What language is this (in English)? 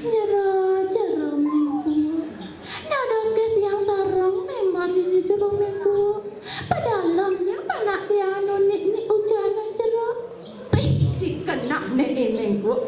Balinese